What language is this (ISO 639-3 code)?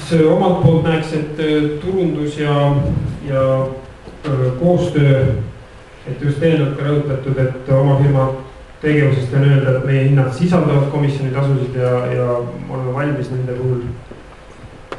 est